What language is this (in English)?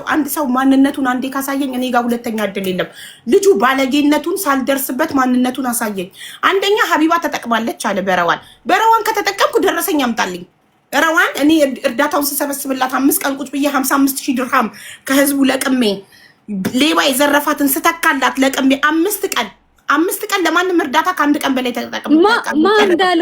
Amharic